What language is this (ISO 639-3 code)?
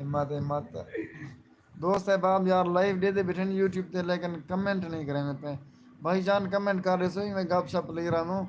skr